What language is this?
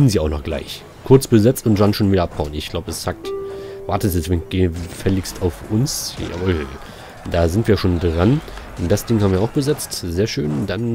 German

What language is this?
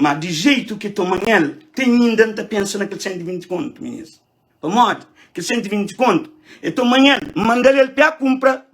Kabuverdianu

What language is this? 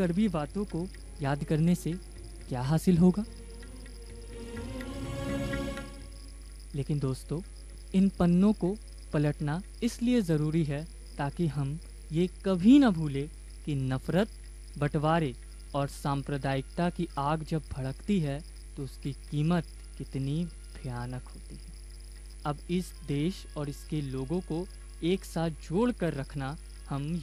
Hindi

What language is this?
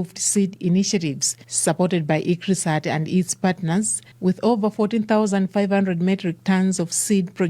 English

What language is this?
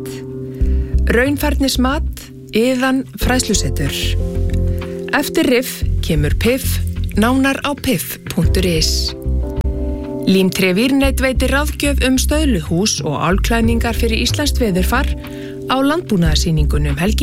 Icelandic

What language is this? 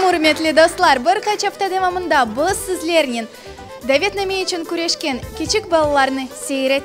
Crimean Tatar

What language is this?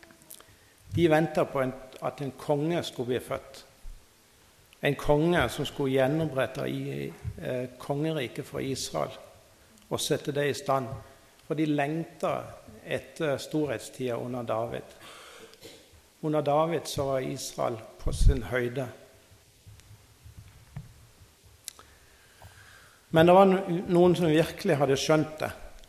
Norwegian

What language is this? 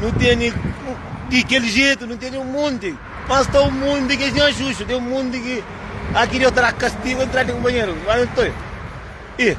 Kabuverdianu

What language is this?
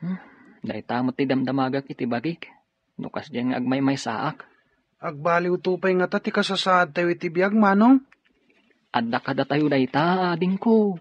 Iloko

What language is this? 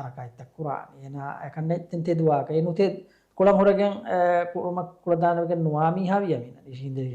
Divehi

